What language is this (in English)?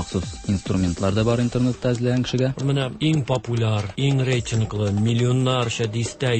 Tatar